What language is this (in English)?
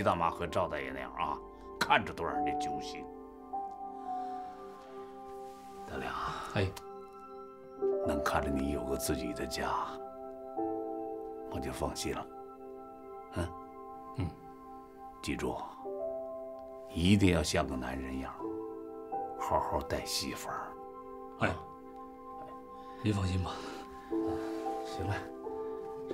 Chinese